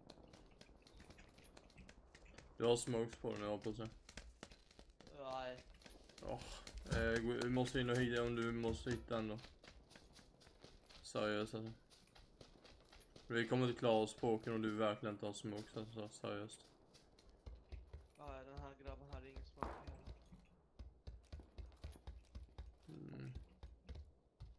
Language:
Swedish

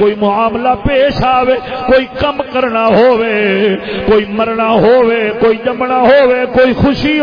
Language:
Saraiki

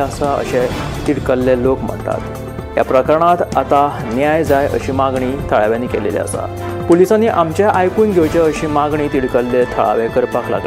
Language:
Konkani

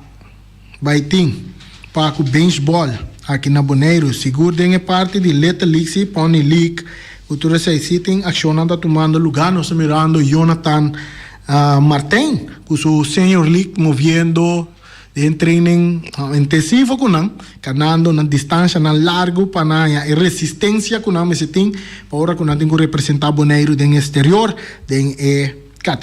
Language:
Papiamento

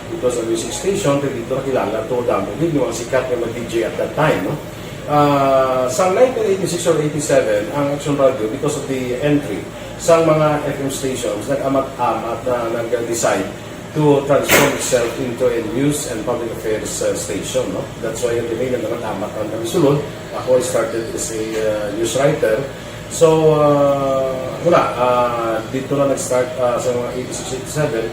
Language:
Hiligaynon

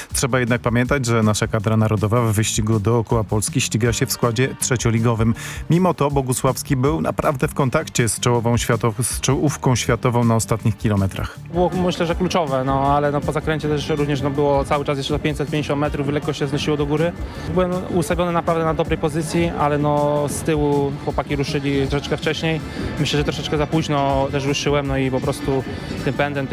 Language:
Polish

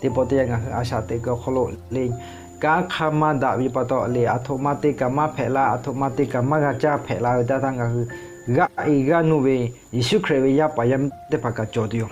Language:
Lahu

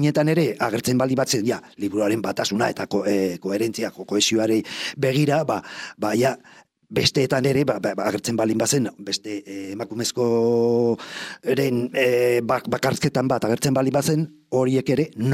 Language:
Basque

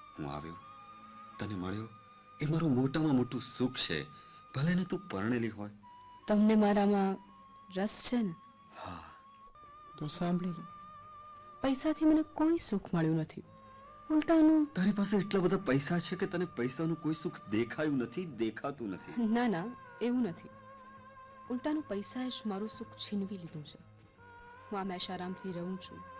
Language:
Gujarati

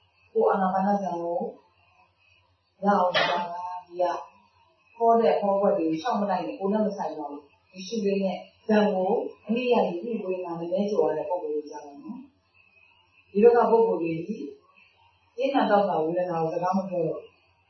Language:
Burmese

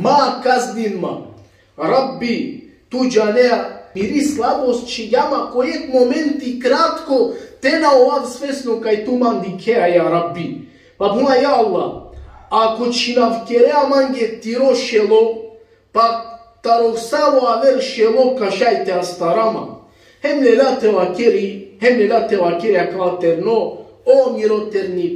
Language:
Balkan Romani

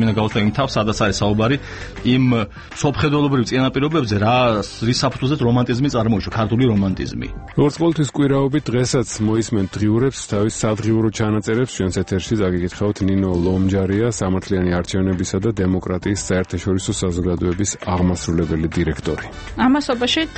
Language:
Georgian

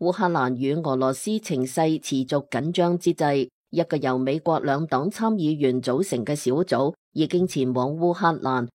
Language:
Cantonese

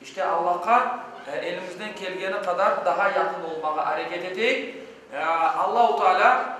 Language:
Crimean Tatar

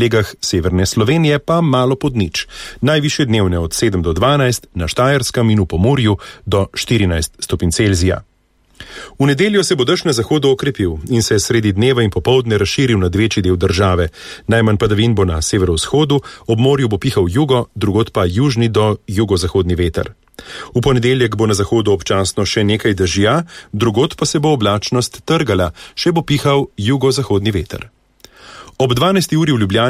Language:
Slovenian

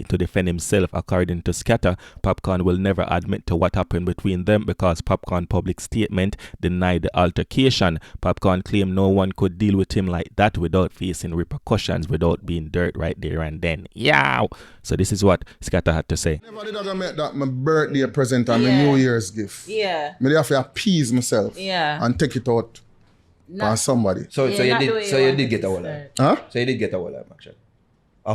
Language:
Jamaican Creole English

